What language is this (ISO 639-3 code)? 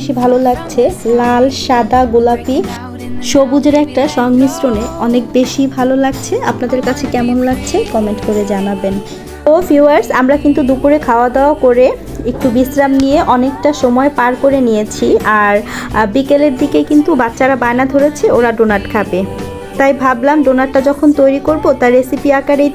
ben